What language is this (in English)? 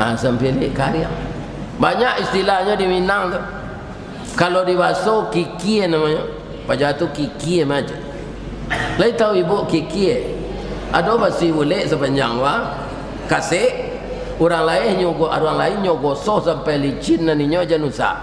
Minangkabau